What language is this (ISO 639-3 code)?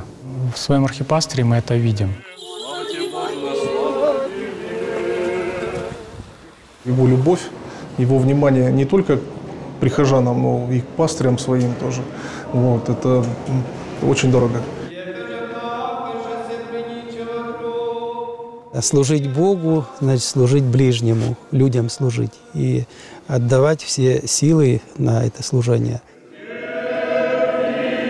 rus